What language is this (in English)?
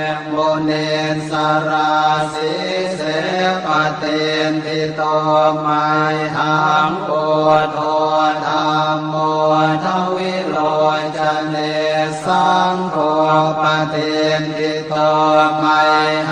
Pali